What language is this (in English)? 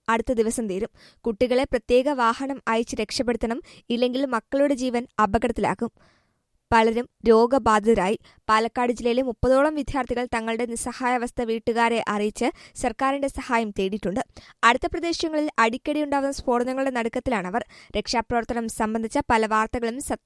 Malayalam